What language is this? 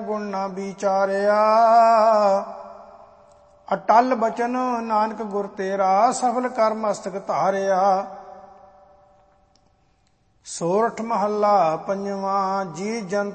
Punjabi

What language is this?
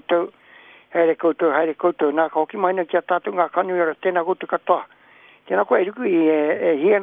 Māori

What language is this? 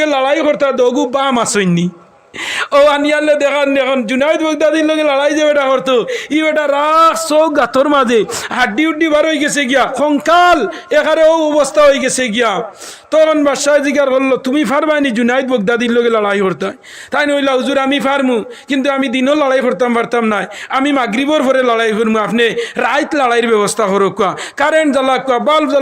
Sylheti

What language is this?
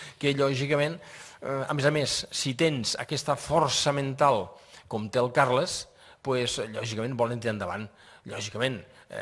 Catalan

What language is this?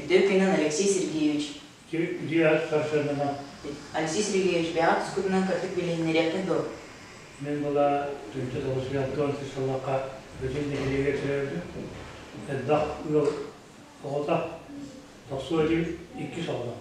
Yakut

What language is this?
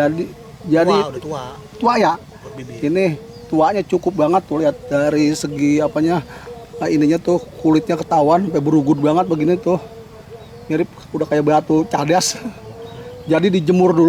Betawi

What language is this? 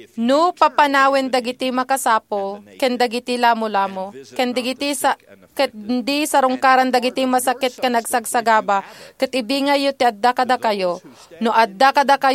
Iloko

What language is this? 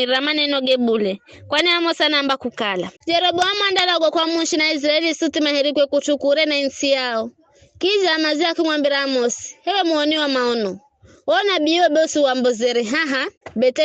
Giryama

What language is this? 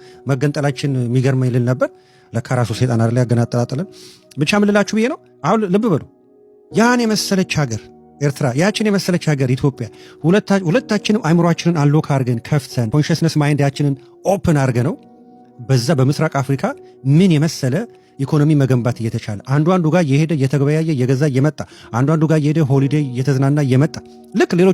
Amharic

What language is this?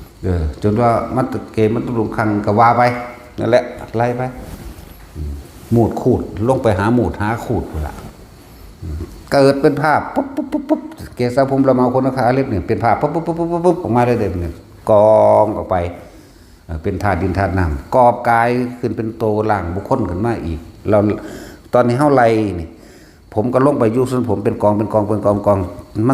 Northeastern Thai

